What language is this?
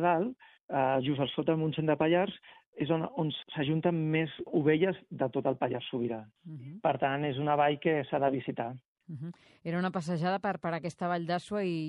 Catalan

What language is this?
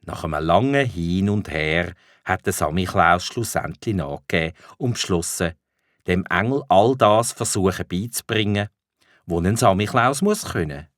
Swiss German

